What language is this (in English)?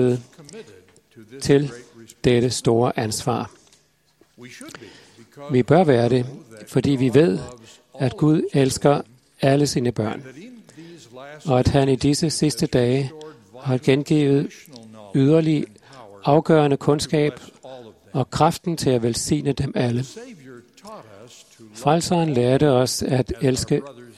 Danish